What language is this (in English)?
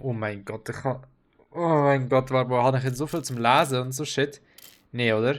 Swiss German